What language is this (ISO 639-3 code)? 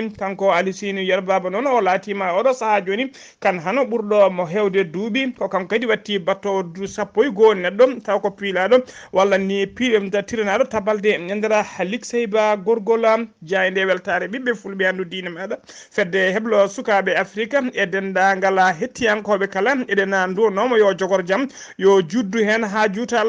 ful